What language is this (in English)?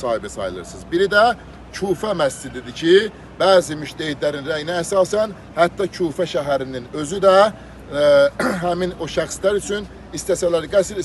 Azerbaijani